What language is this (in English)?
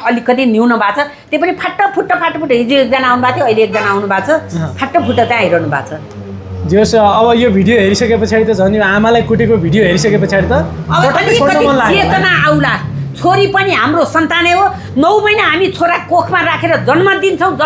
Nepali